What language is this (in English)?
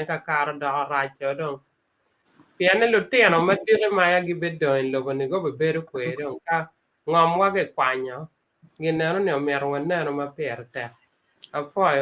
Acoli